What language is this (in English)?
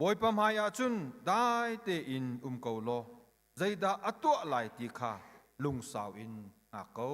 Hakha Chin